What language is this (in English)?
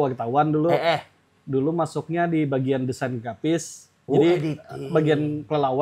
Banjar